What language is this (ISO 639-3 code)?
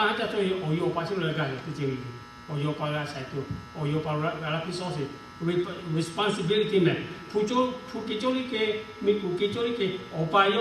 lhu